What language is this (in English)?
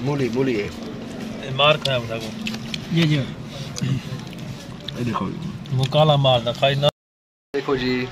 Saraiki